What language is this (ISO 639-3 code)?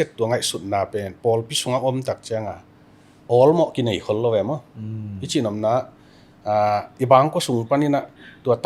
ctd